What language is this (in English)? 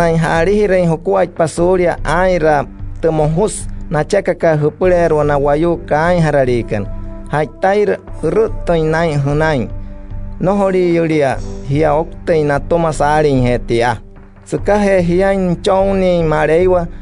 Wayuu